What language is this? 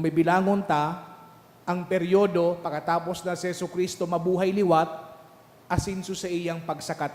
Bikol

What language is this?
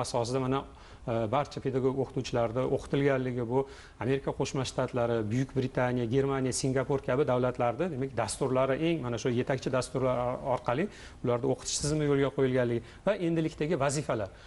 Uzbek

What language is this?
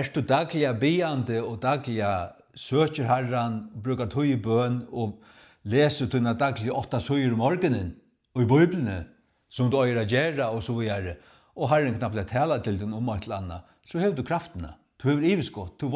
Faroese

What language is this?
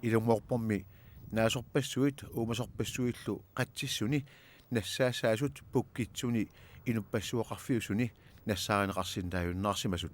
Kalaallisut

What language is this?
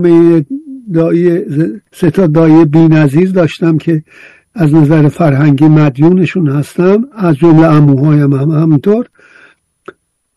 Persian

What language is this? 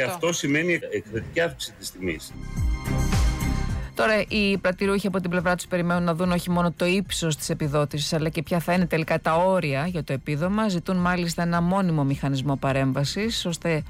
Greek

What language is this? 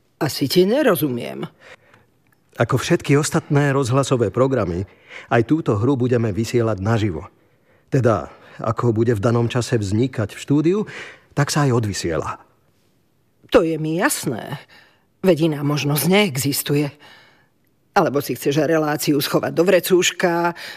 Slovak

